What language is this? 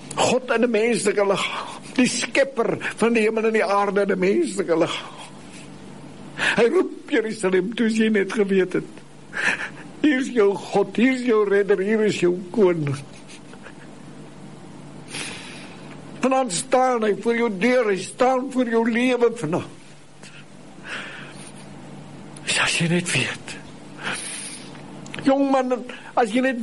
Afrikaans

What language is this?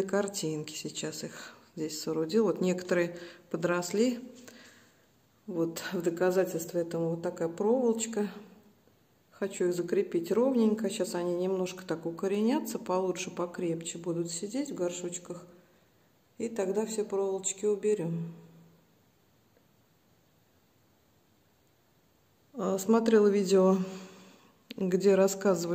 Russian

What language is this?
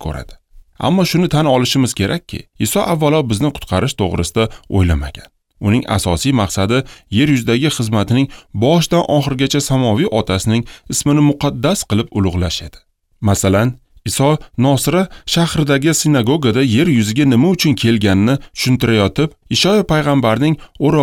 Uzbek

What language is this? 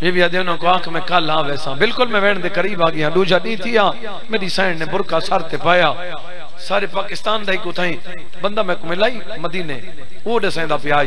Saraiki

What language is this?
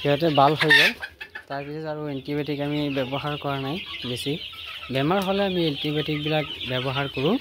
Assamese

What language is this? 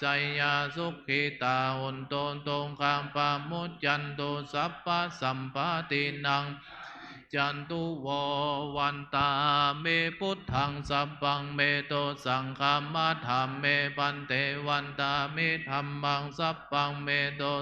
Pali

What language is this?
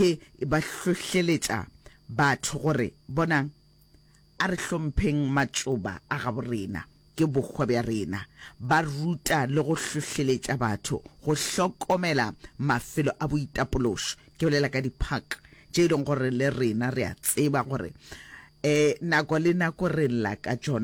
Northern Sotho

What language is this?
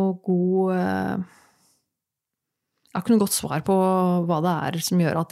Norwegian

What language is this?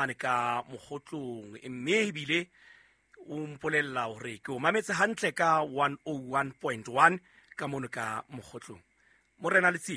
Southern Sotho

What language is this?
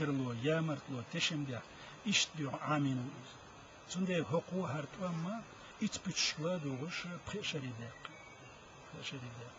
Chechen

